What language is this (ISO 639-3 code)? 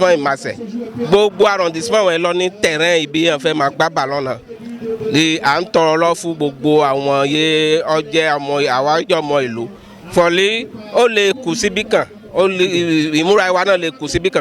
yor